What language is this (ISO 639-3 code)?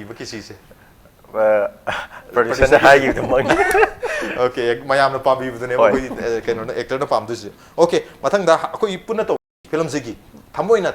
mni